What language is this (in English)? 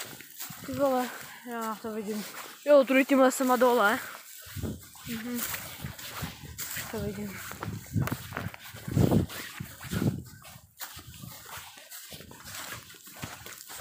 Czech